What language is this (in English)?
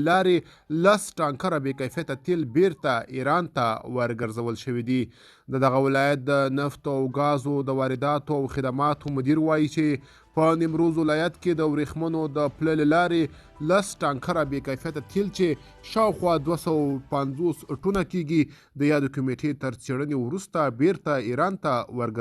Pashto